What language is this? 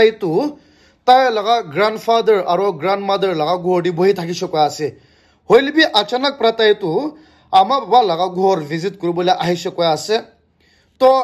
Naga Pidgin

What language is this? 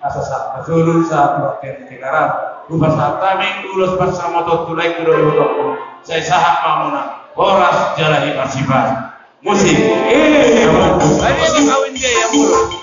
Batak Toba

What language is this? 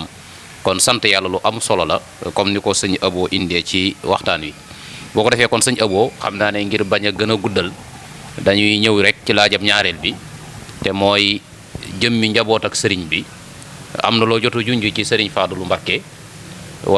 Wolof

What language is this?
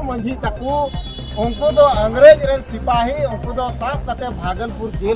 Santali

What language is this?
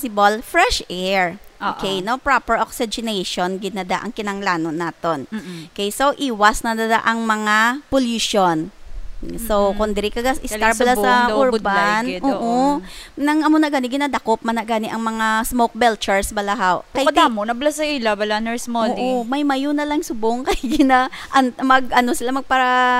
Hiligaynon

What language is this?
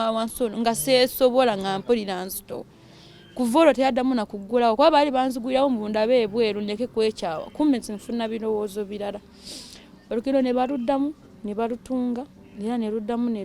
Ganda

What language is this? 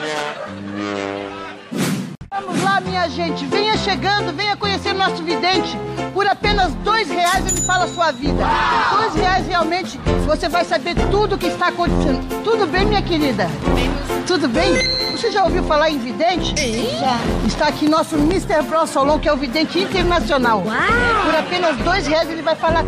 Portuguese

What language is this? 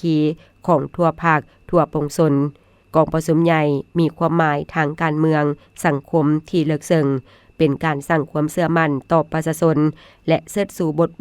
Lao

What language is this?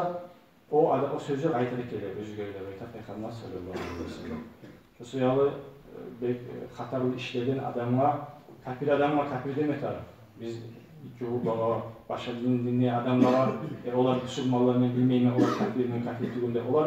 Kumyk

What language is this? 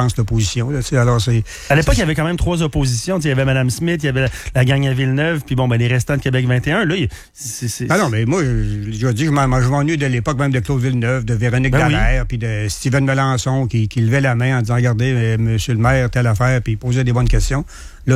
French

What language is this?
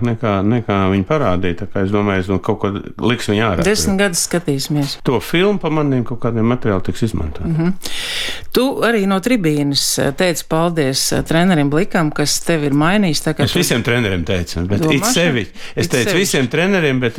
Latvian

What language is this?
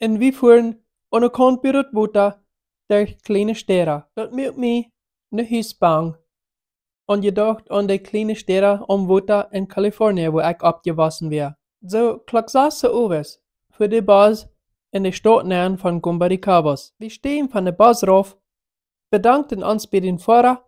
Plautdietsch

